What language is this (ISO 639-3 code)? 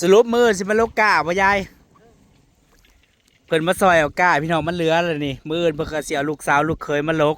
tts